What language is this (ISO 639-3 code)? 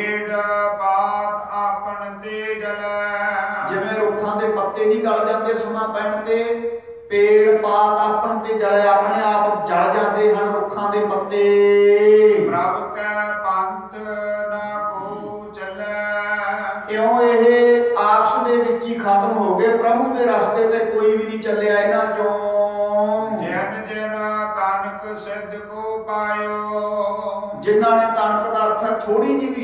pan